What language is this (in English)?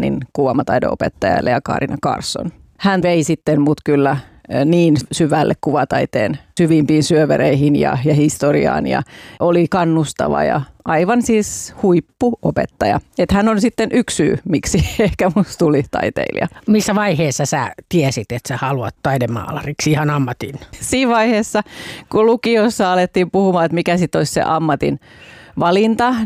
Finnish